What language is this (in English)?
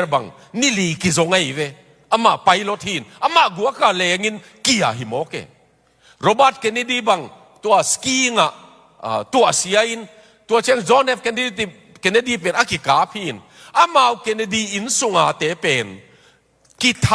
Tedim Chin